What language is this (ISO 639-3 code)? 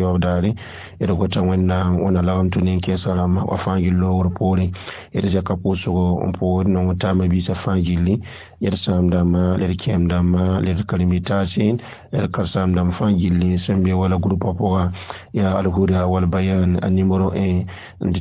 mos